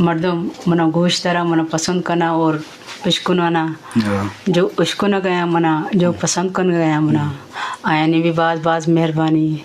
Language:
Eastern Balochi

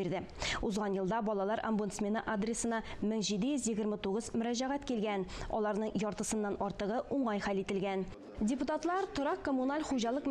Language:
Tatar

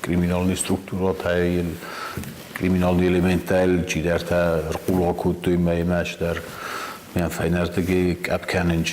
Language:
Ossetic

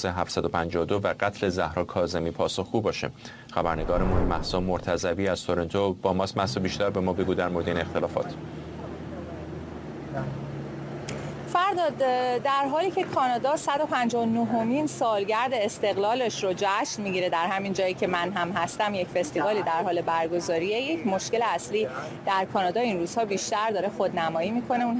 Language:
Persian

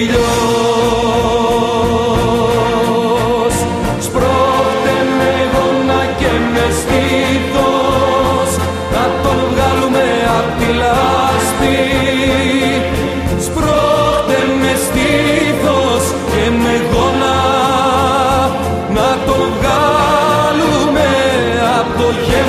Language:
Greek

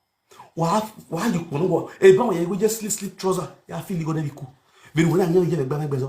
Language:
Nigerian Pidgin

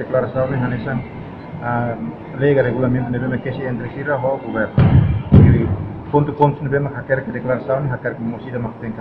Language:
Tetum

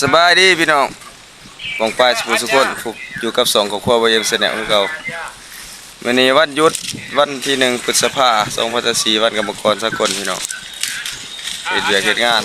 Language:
Lao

